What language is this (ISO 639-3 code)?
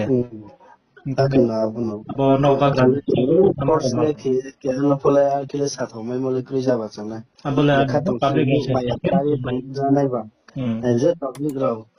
ria